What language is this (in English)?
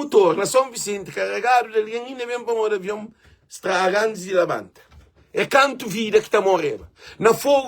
Kabuverdianu